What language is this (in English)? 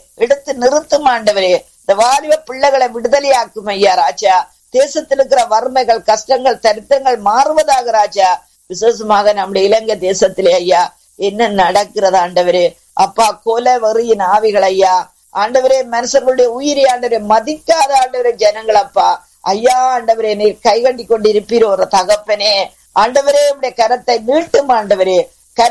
Tamil